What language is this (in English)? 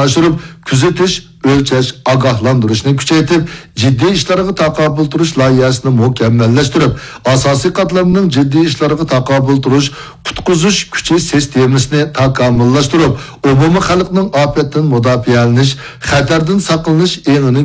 Uyghur